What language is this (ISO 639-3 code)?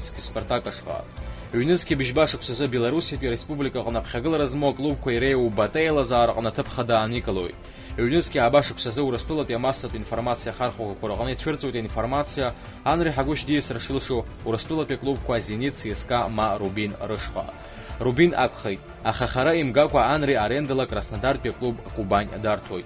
abk